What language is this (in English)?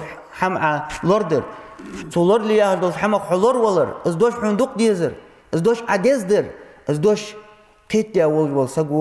Ingush